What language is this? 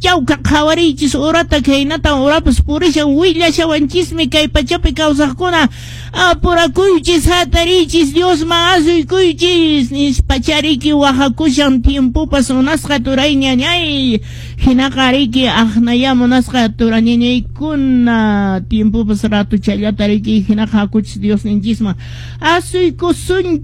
Quechua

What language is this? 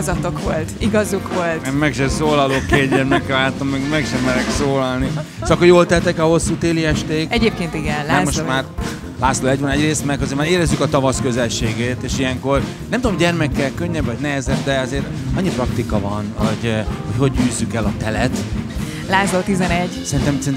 Hungarian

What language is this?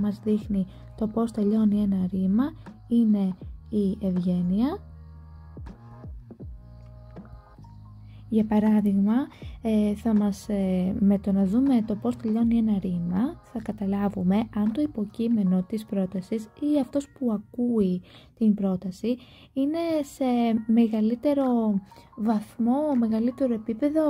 Greek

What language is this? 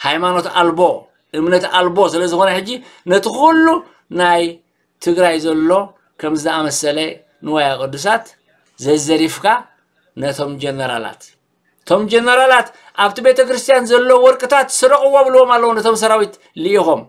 Tigrinya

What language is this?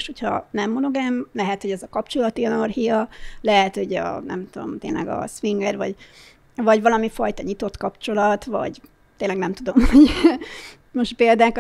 Hungarian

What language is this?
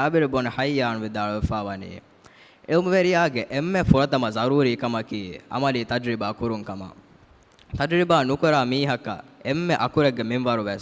Divehi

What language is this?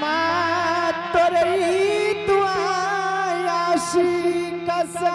Angika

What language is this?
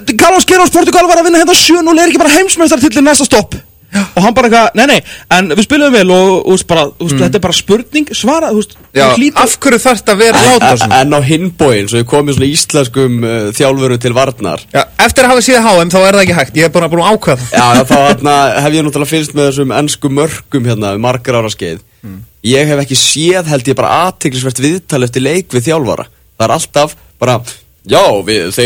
Icelandic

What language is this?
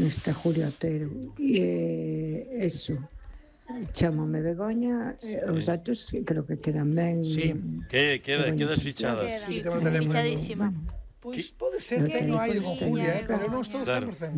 Galician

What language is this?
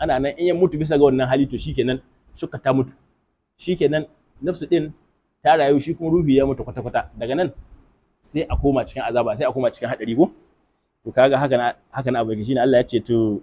Hausa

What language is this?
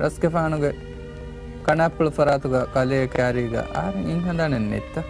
Divehi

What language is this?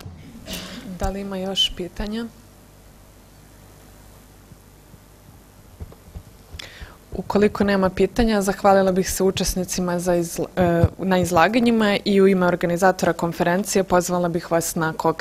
Serbian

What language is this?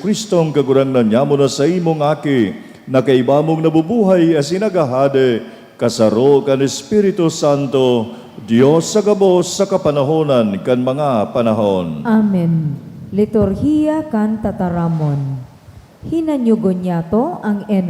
Bikol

